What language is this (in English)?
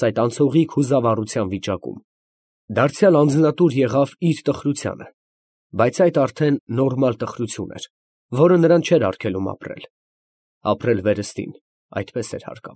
Armenian